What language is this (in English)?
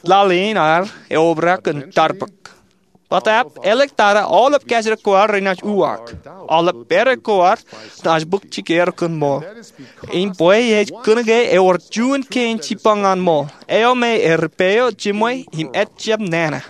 Marshallese